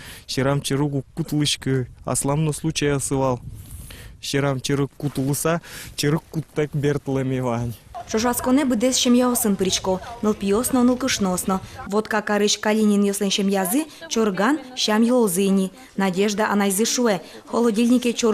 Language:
Udmurt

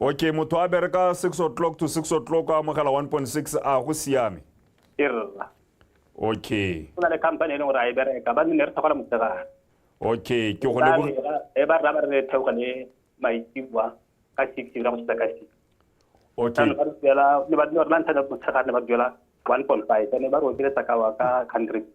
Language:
Tswana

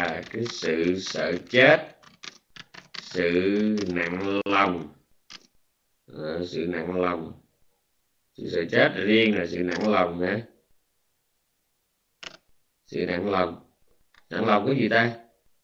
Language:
Vietnamese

